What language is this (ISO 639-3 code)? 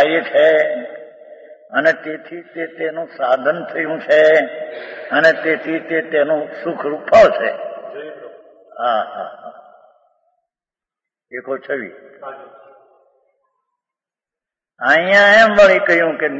guj